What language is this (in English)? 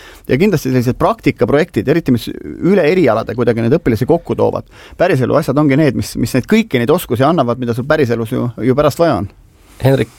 Estonian